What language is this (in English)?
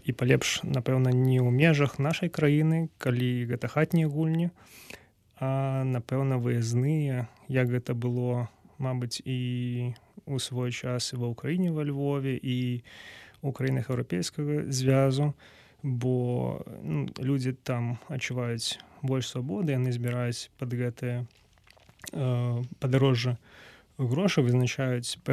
Belarusian